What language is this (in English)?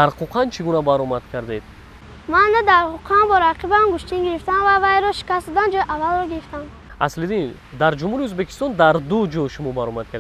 Tajik